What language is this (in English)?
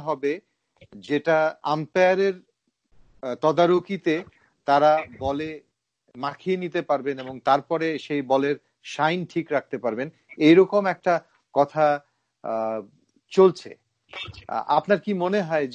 Bangla